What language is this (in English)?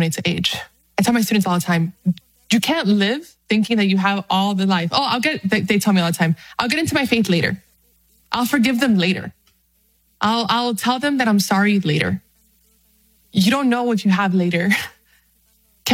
English